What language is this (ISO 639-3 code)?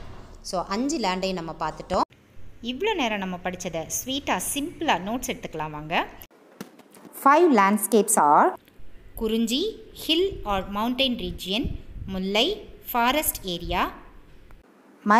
tam